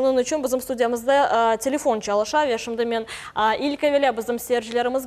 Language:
Crimean Tatar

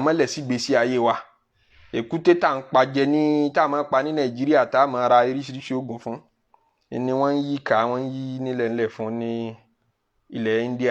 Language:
Yoruba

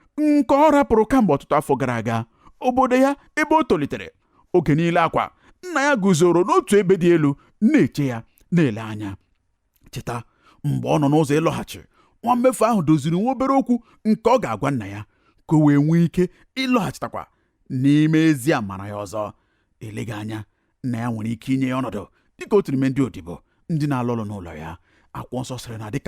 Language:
Igbo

